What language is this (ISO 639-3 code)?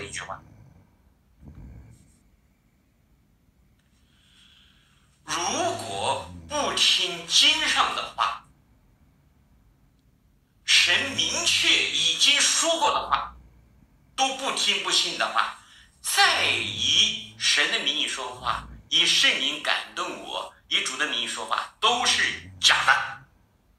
zho